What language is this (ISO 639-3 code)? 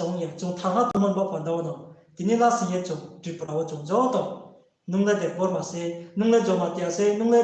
ria